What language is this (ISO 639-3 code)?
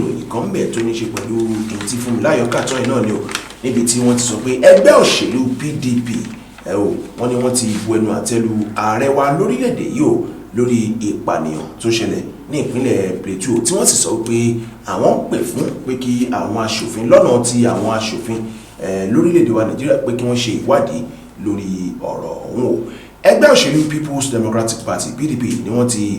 yor